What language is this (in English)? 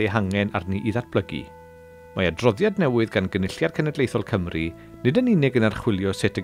Welsh